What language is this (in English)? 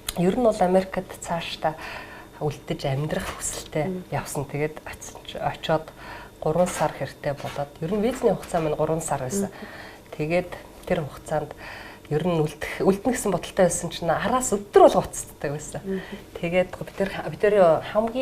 Mongolian